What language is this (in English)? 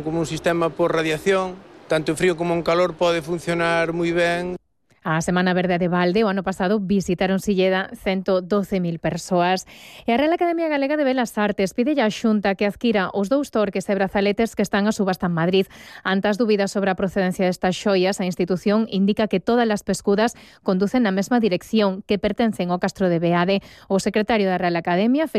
Galician